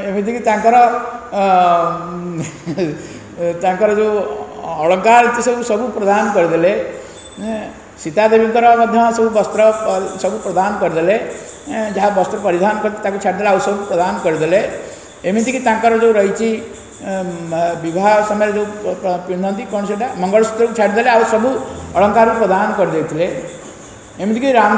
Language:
Odia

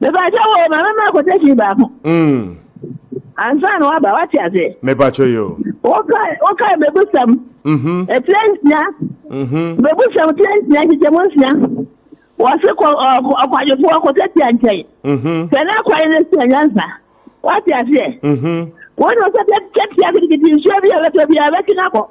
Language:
Akan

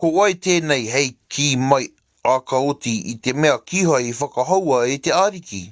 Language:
Māori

